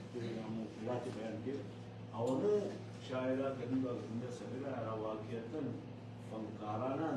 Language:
Brahui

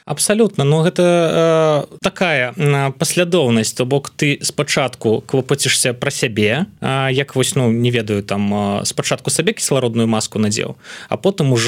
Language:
Belarusian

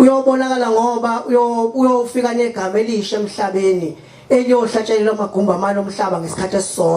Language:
Zulu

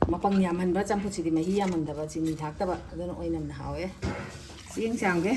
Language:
Manipuri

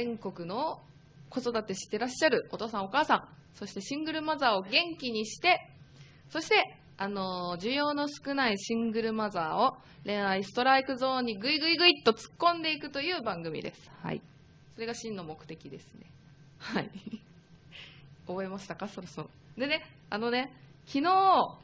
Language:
Japanese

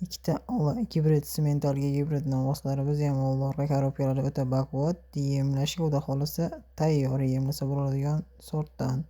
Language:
Uzbek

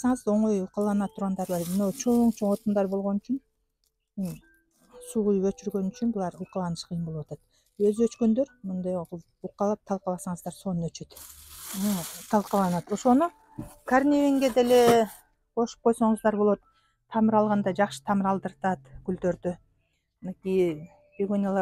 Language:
Kyrgyz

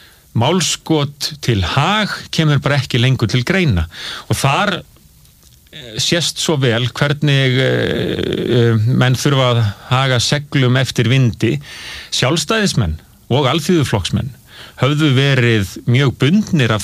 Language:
Icelandic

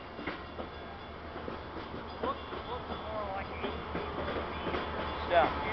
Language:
English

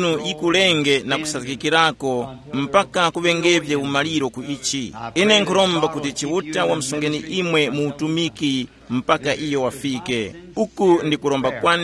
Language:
Tumbuka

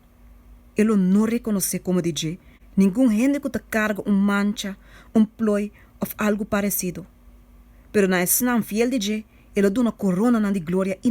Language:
Papiamento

